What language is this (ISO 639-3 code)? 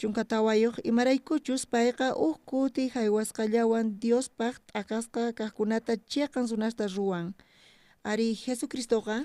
quh